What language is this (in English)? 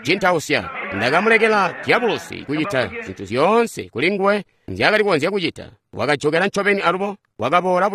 Tonga (Zambia)